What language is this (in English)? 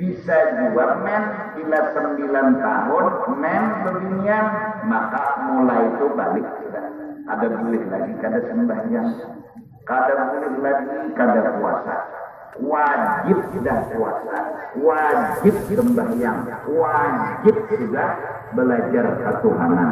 Banjar